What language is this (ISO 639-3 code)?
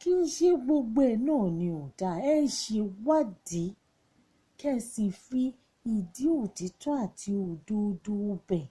yor